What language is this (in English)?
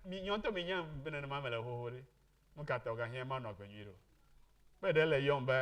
Ewe